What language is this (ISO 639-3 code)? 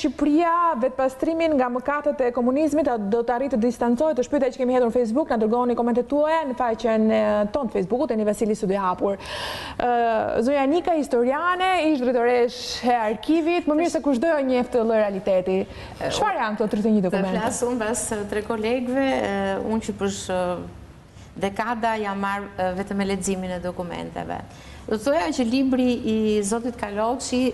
sqi